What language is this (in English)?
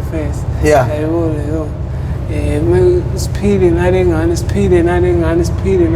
Zulu